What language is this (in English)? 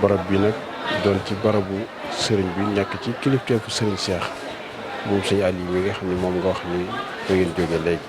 Wolof